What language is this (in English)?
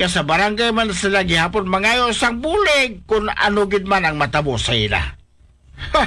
Hiligaynon